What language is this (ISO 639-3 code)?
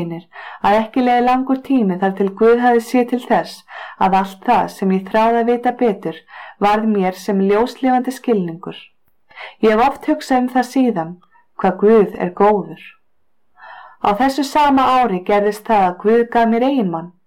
isl